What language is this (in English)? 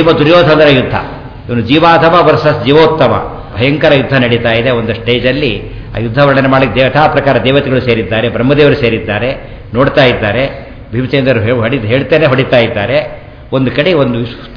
Kannada